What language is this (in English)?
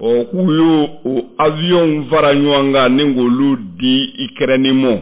Bambara